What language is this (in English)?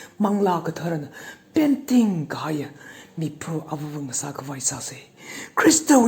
Tangkhul Naga (India)